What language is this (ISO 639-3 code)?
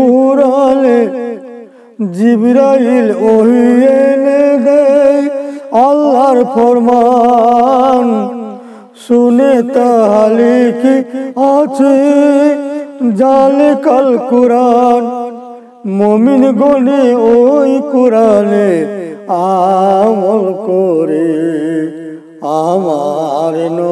ben